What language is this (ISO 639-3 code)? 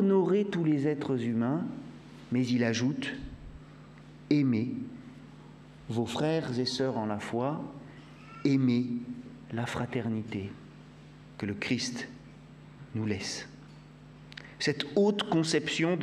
fra